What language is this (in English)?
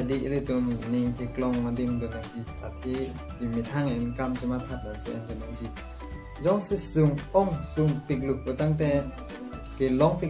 Karbi